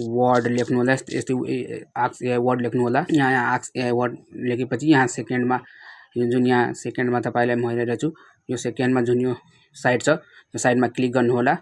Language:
Nepali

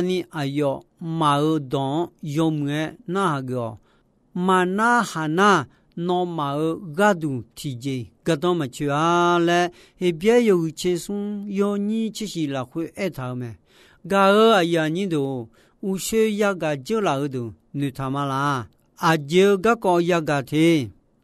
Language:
Akha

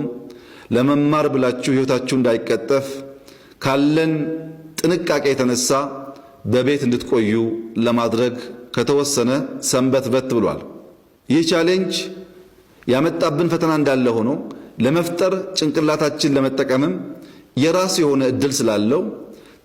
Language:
Amharic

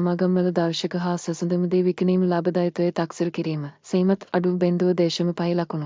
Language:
Sinhala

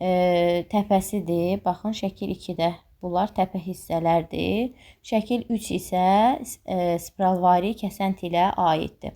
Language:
Azerbaijani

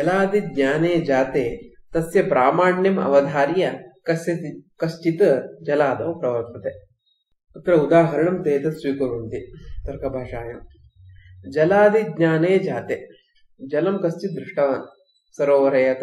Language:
Sanskrit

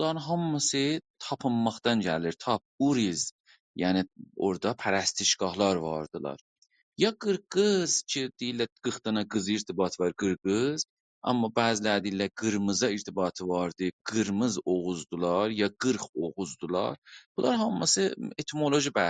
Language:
South Azerbaijani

